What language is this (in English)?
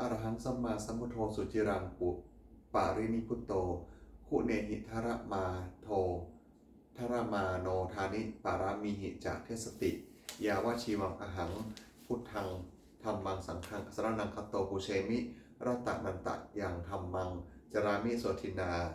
Pali